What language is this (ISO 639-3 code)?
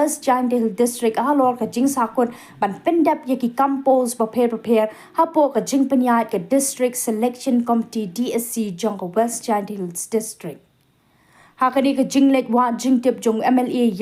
kha